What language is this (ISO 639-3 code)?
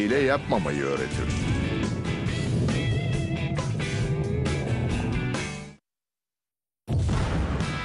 tur